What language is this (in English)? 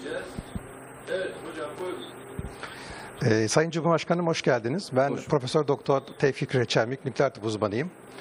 Turkish